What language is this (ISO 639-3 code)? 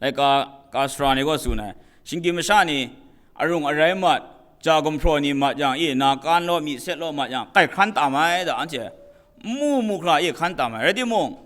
kac